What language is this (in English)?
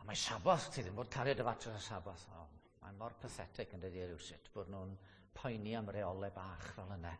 Welsh